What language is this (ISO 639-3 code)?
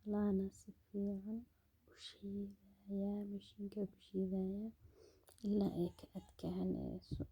som